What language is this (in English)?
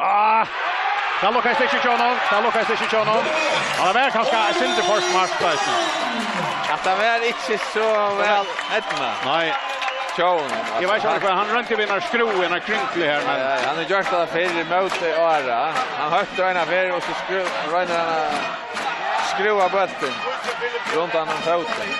Faroese